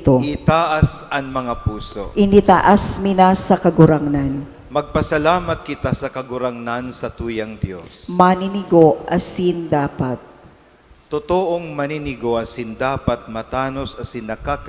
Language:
Bikol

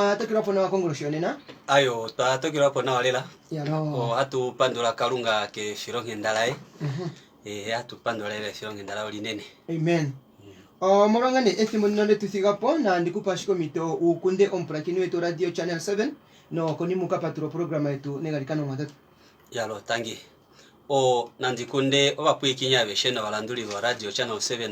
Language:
Kuanyama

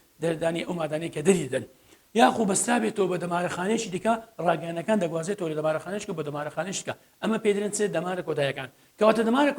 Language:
Central Kurdish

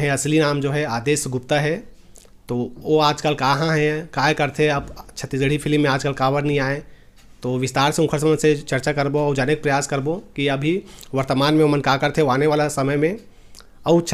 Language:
Chhattisgarhi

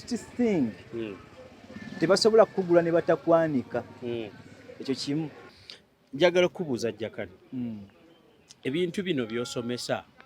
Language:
Ganda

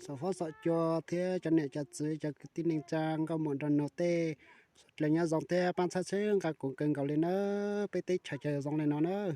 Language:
Hmong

